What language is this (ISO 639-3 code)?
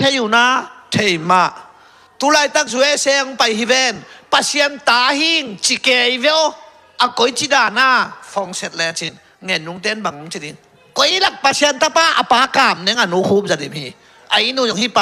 ctd